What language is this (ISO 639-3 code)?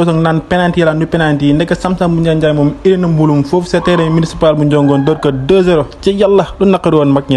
wol